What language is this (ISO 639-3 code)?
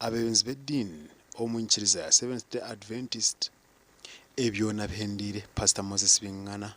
nyn